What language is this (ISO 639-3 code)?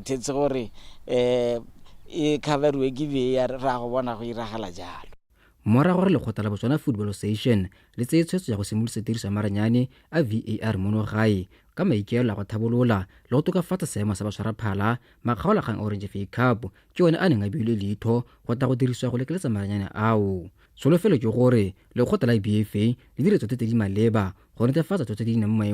tsn